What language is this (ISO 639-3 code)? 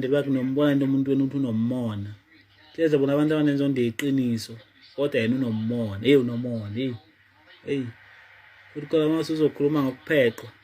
zul